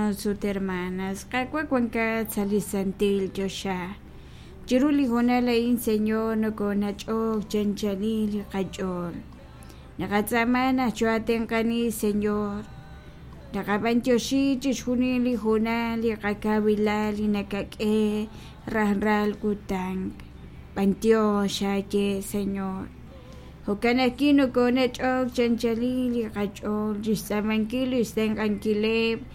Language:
Kekchí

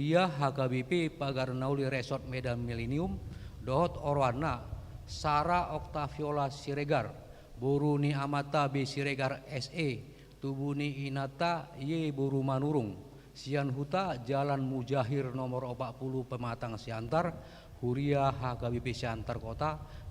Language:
Batak Toba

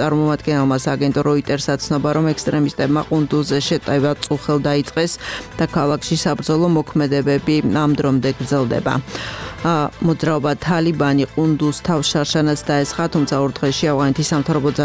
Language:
Georgian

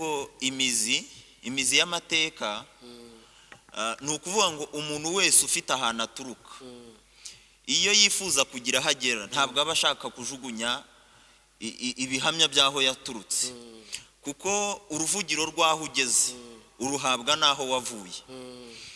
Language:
Kinyarwanda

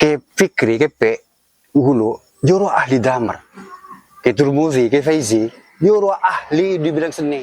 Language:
Madurese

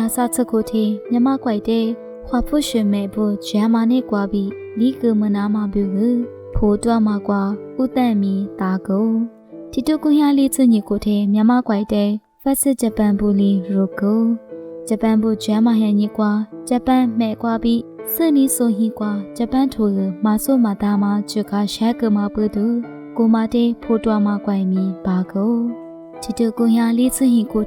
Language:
Lisu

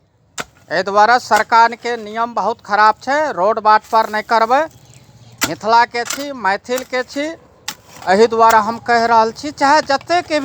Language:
Maithili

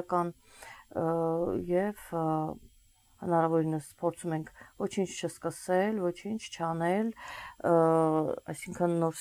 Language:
Armenian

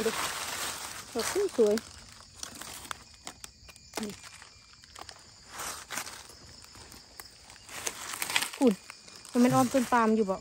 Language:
Northeastern Thai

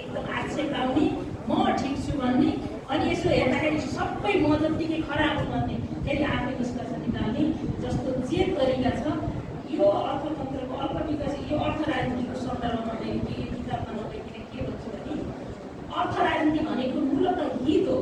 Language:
Nepali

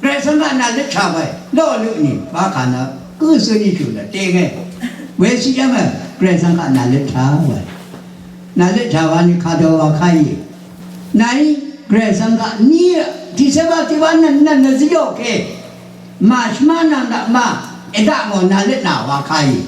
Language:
Rawang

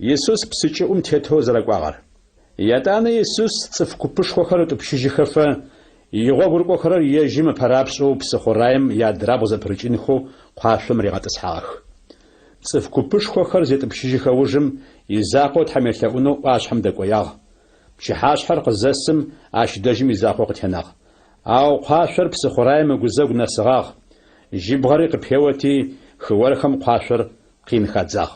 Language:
Adyghe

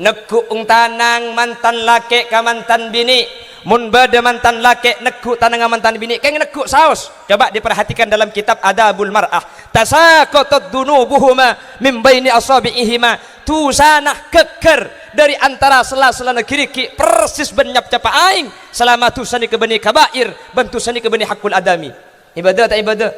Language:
Madurese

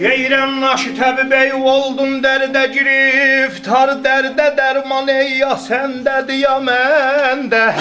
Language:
South Azerbaijani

